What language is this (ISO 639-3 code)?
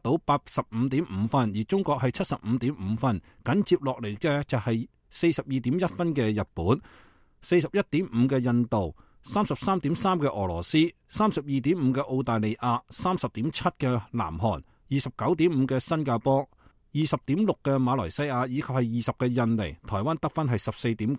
yue